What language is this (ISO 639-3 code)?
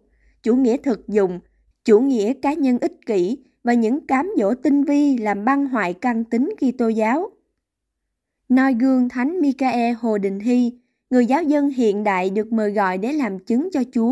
vie